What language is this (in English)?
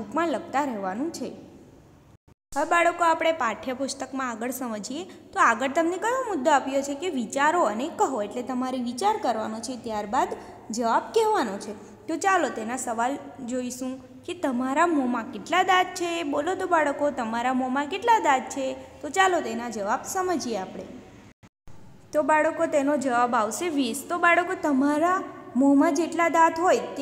Gujarati